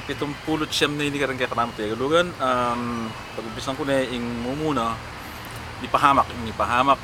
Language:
Pampanga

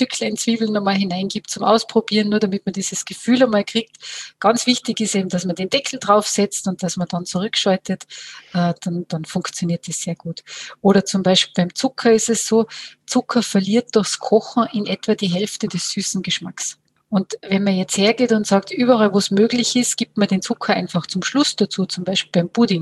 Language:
German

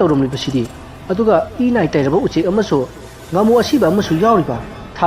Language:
Manipuri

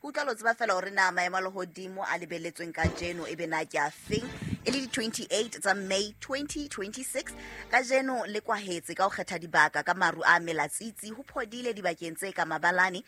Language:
Southern Sotho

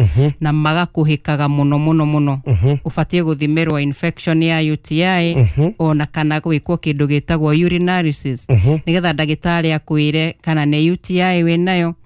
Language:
Kikuyu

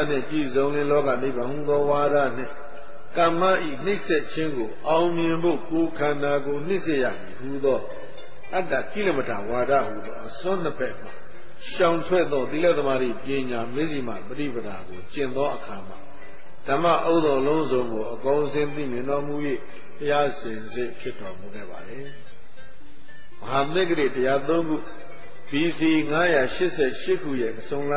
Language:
Burmese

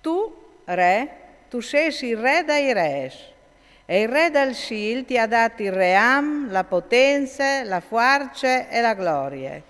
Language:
Friulian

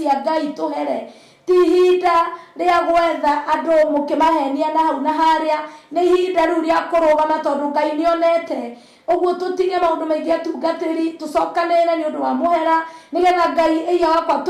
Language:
Kikuyu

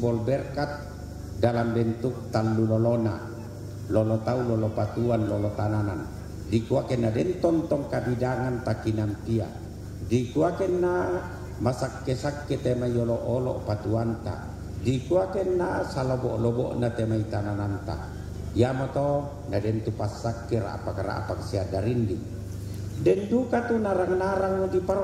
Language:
Toraja-Sa'dan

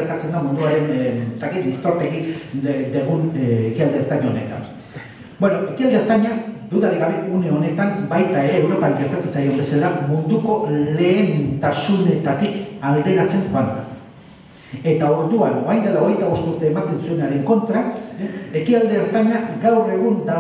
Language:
Basque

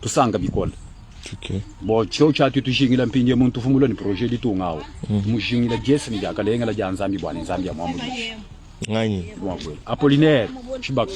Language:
Luba-Lulua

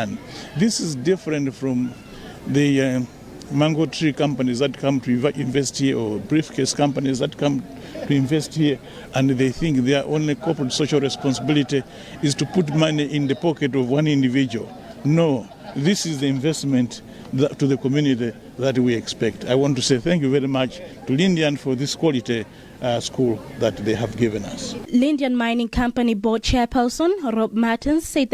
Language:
English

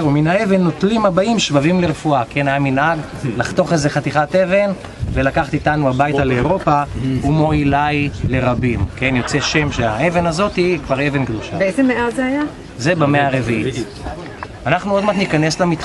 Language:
Hebrew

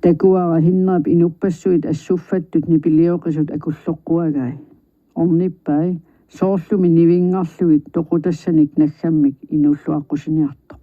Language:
Kalaallisut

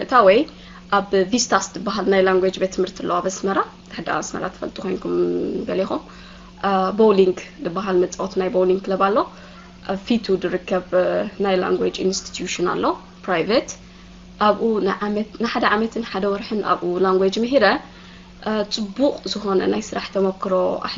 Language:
Tigrinya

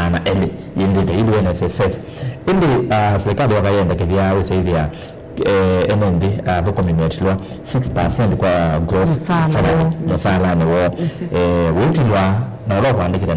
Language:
Kamba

